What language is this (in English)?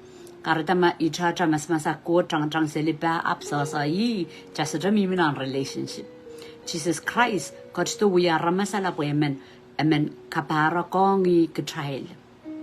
Pohnpeian